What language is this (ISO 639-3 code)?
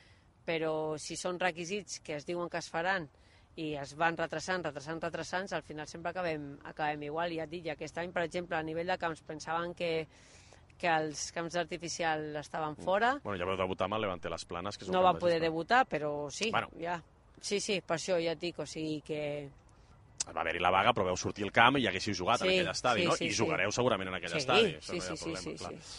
cat